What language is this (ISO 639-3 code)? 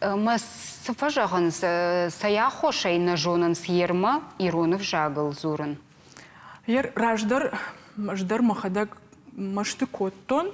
oss